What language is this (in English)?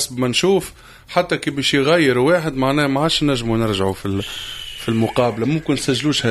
Tunisian Arabic